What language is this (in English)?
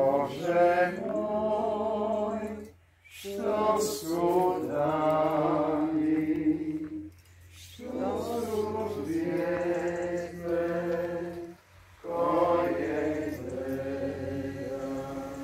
Croatian